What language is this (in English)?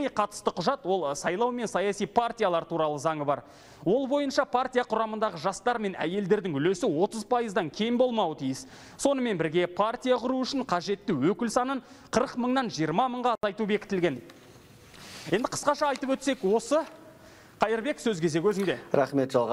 Kazakh